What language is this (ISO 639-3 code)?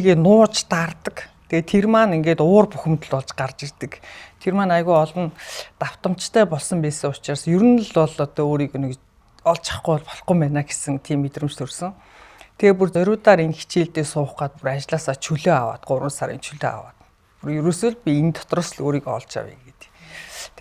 mon